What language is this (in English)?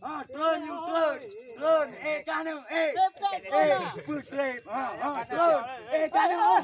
Achinese